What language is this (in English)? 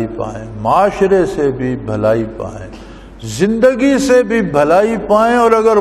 Urdu